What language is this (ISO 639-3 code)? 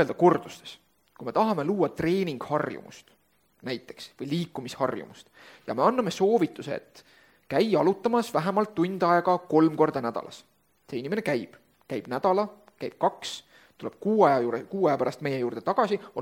est